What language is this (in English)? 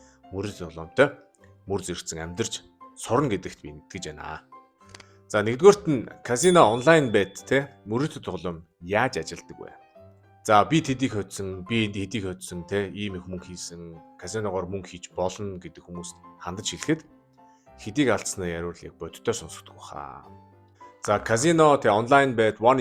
Mongolian